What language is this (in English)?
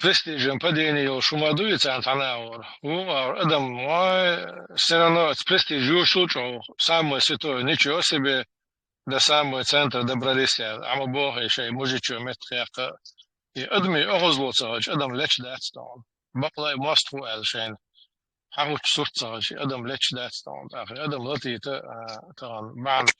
Chechen